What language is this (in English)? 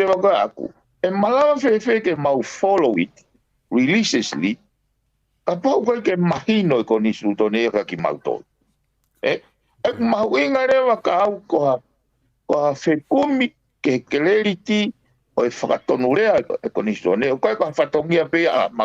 Tongan